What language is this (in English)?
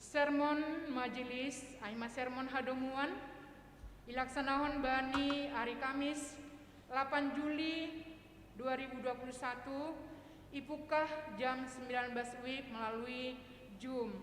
Batak Simalungun